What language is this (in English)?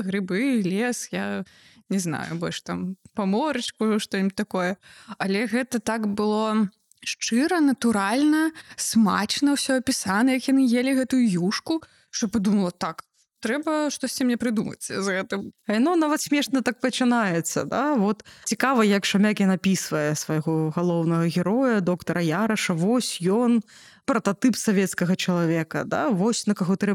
Belarusian